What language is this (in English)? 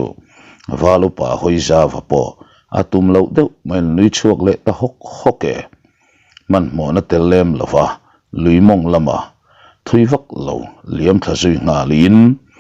Mizo